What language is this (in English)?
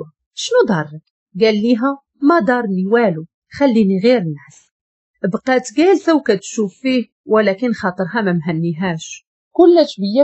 Moroccan Arabic